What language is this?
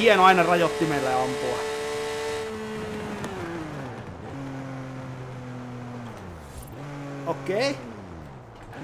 Finnish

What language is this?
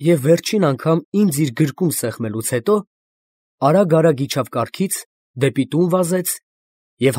Armenian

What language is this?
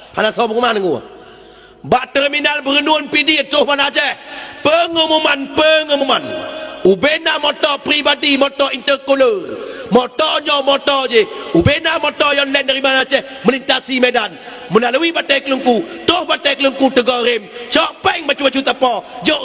Achinese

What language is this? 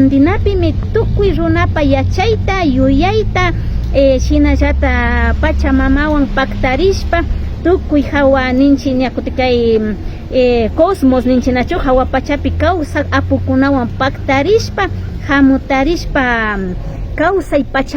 Imbabura Highland Quichua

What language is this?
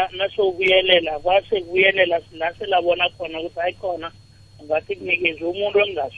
South Ndebele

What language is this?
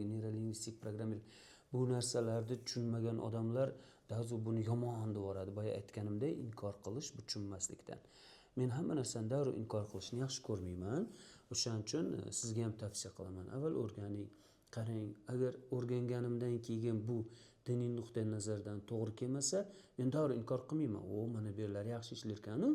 Uzbek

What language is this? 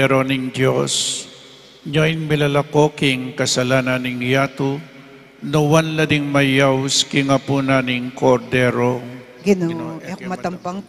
Pampanga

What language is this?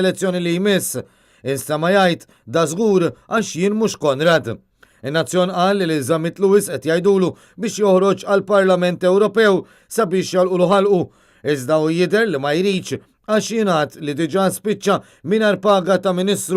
Maltese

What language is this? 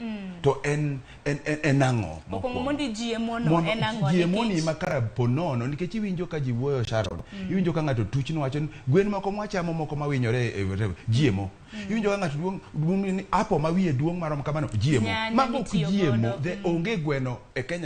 Luo (Kenya and Tanzania)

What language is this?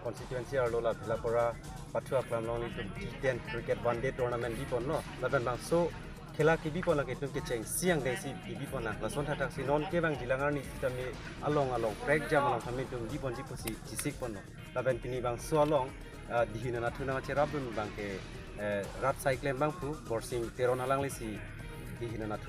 Karbi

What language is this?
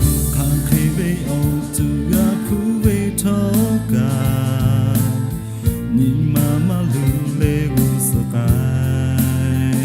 Lahu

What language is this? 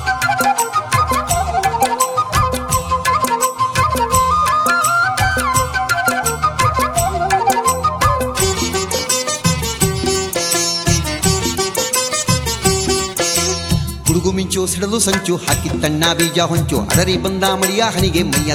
Kannada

